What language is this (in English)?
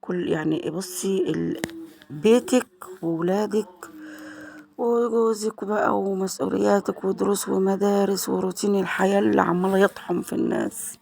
Egyptian Arabic